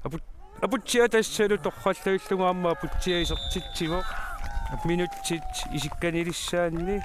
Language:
Kalaallisut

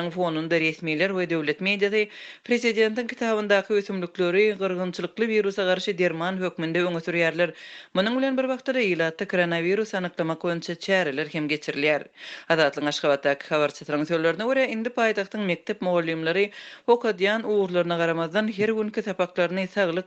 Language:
Turkmen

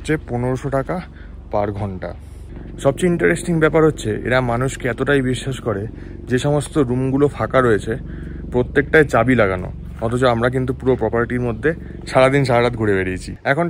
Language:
Bangla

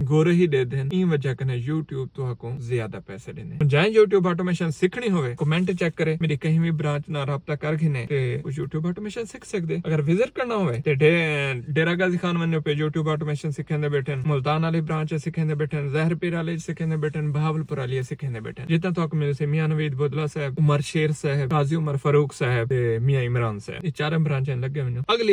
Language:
Saraiki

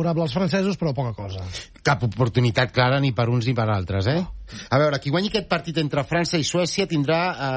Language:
Catalan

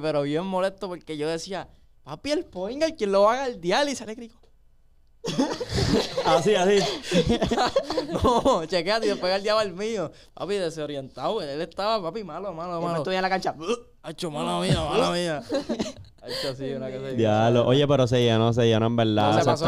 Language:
Spanish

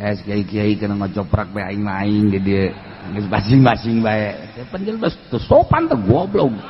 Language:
Sundanese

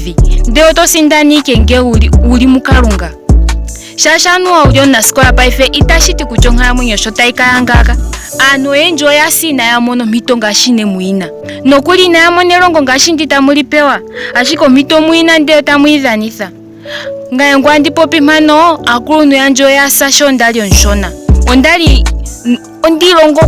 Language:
Ndonga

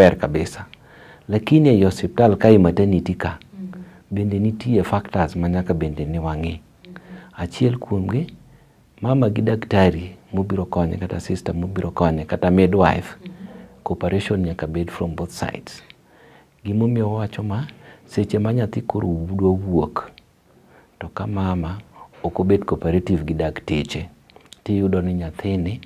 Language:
Luo (Kenya and Tanzania)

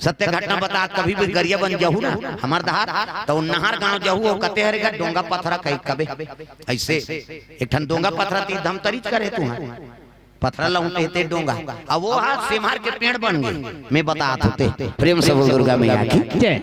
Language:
Chhattisgarhi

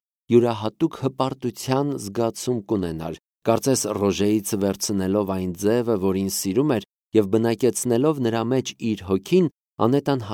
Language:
Armenian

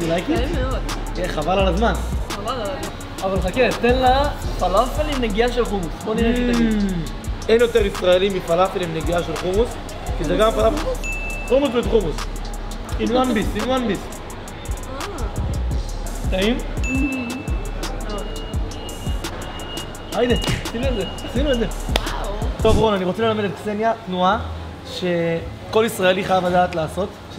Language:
Hebrew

